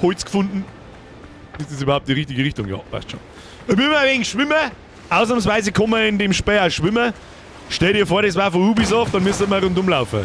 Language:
Bavarian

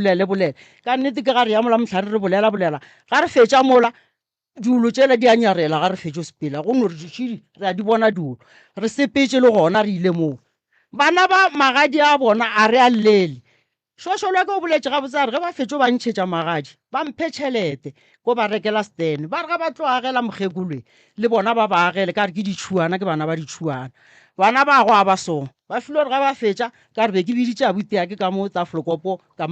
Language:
Northern Sotho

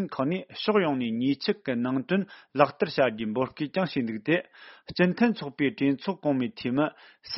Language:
Tibetan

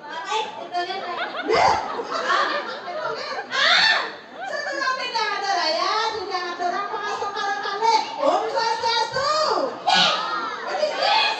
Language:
Balinese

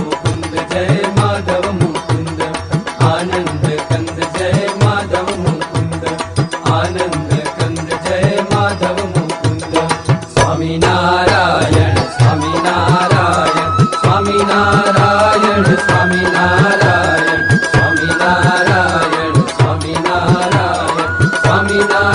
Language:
Gujarati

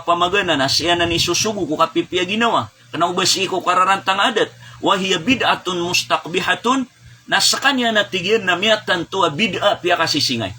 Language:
Maranao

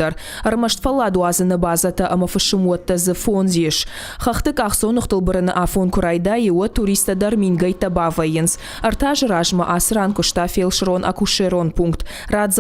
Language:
Ossetic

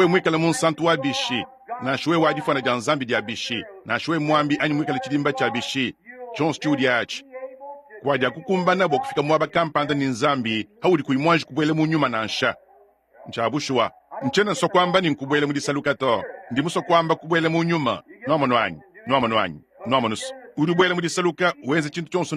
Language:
Luba-Lulua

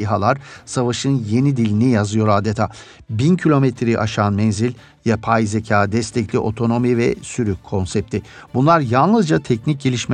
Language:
Turkish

